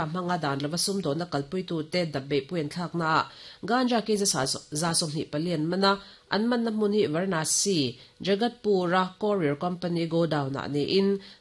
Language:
Mizo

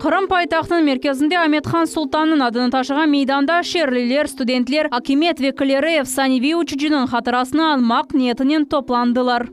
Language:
Crimean Tatar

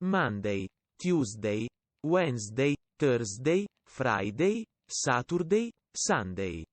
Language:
Welsh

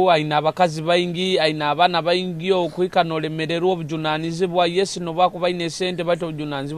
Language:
Nyoro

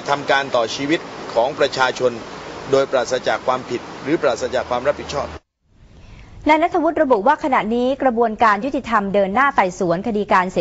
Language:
Thai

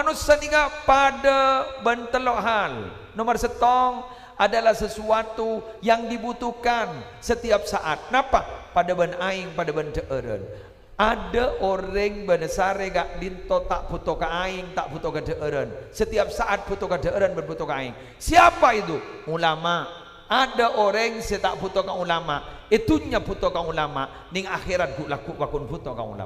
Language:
Madurese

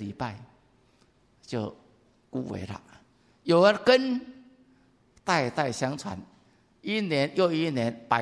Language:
Chinese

